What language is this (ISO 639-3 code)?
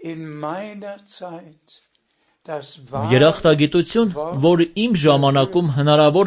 hye